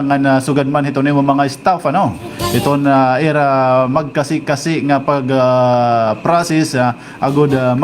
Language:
Waray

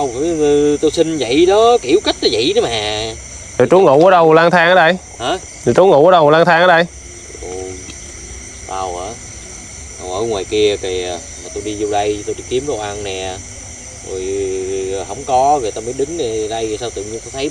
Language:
Vietnamese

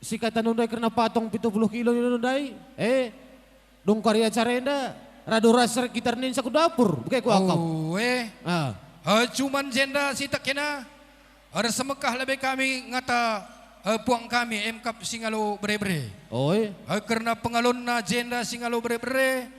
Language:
Batak Karo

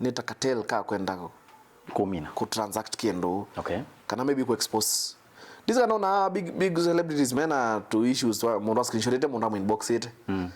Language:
Kamba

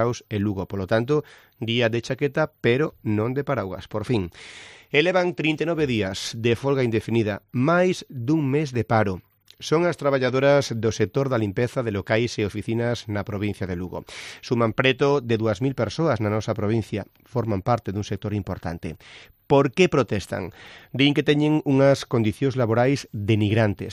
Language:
Galician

